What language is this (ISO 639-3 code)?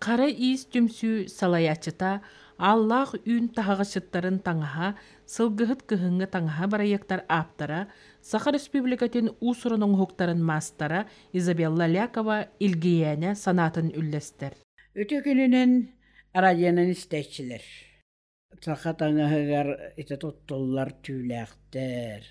sah